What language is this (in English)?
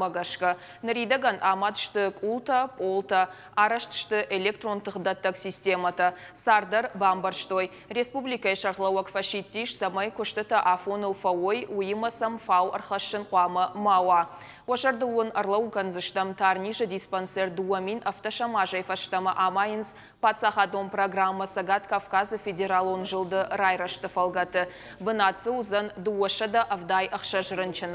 Ossetic